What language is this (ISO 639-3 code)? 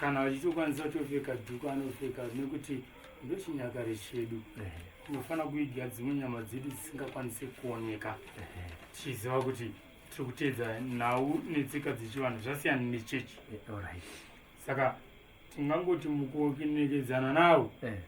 sna